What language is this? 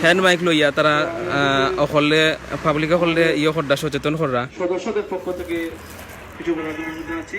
Sylheti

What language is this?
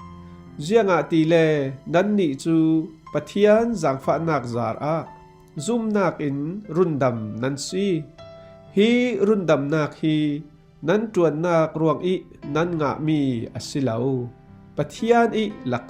Falam Chin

